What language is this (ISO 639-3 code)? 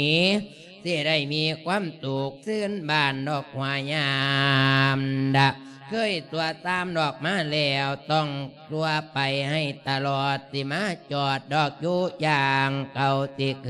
lao